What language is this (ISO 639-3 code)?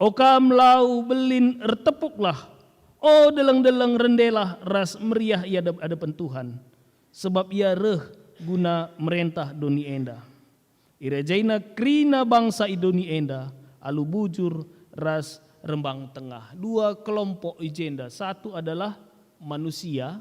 btx